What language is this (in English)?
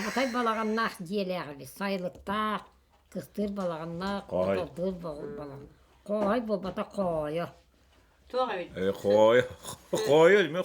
Yakut